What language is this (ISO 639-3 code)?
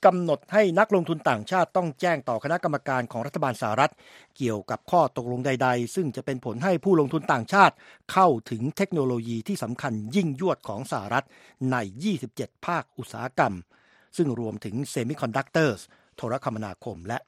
tha